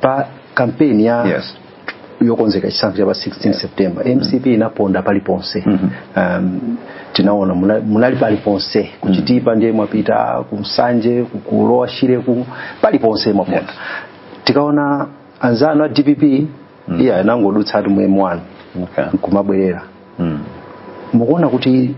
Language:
Nyanja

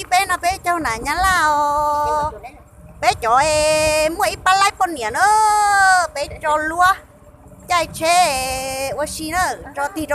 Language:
Hmong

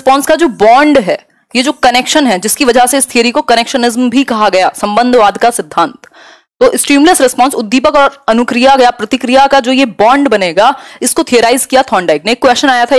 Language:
Hindi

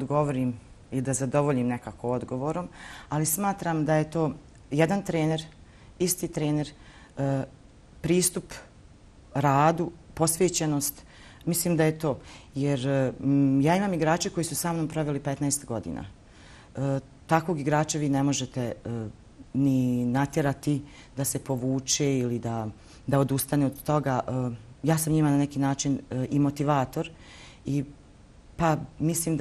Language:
Bosnian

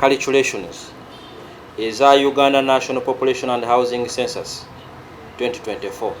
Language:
Ganda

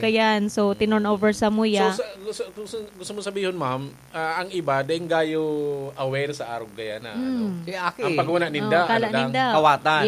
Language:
Bikol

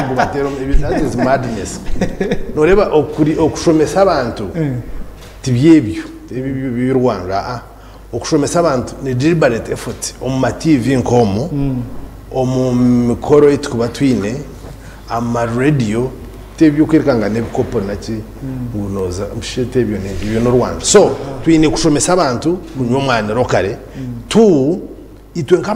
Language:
Nyankole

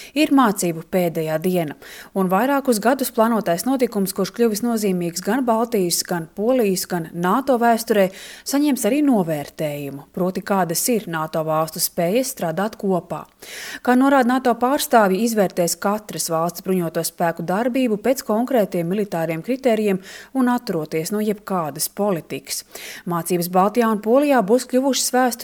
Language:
Latvian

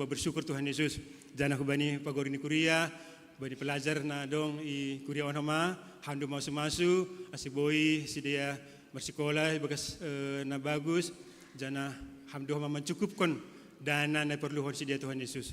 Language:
Batak Simalungun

